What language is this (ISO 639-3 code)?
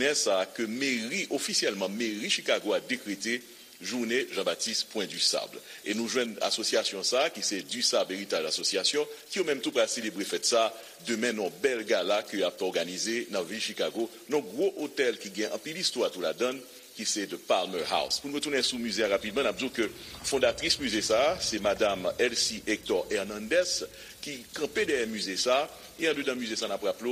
hat